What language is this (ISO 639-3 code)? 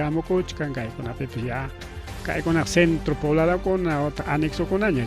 quy